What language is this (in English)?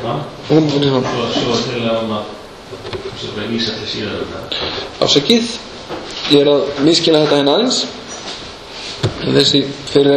Icelandic